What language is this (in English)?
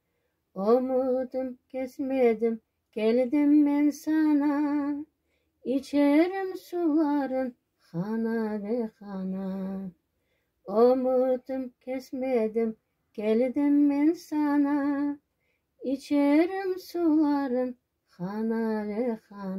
Crimean Tatar